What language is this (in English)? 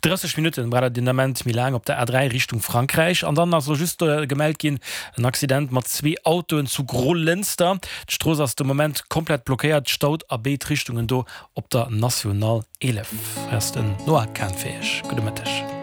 Luxembourgish